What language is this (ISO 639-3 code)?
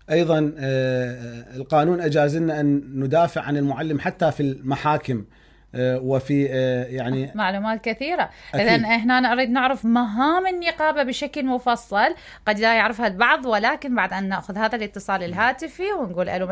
acm